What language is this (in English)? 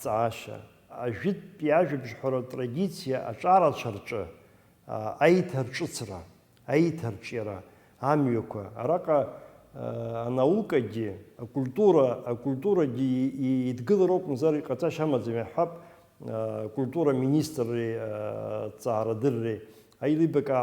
Abkhazian